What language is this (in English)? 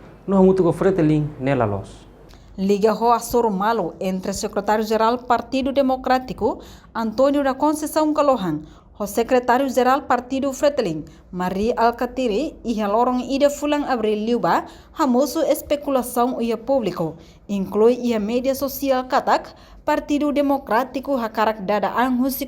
Tetum